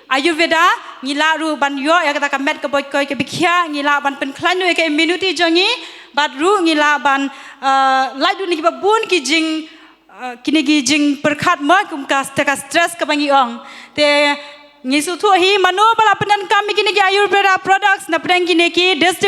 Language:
Khasi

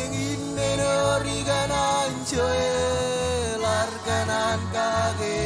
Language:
Marshallese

